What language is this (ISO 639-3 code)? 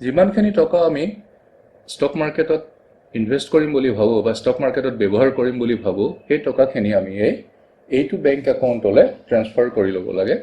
asm